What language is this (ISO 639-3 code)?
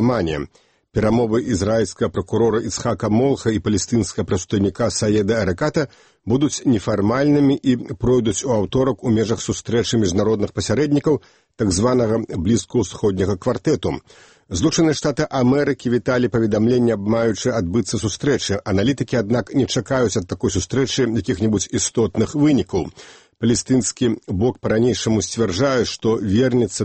bel